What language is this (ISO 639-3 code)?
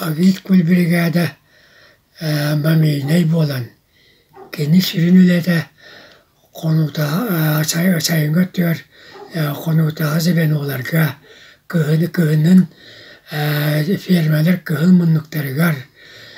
sah